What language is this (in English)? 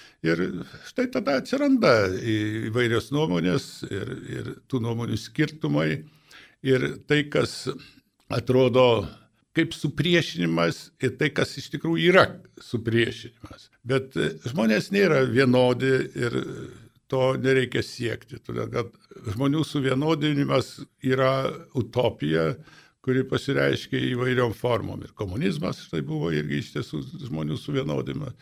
Lithuanian